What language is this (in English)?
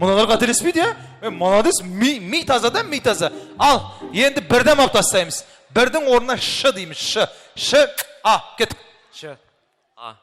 Kara-Kalpak